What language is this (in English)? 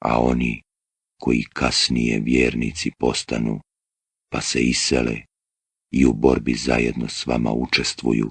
Bosnian